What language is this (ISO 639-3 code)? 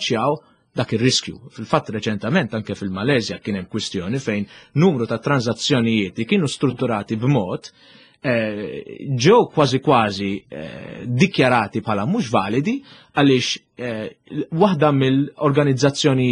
mlt